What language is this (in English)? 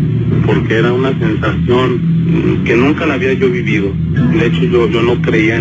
Spanish